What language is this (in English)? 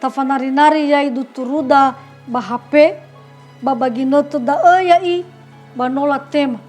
Nias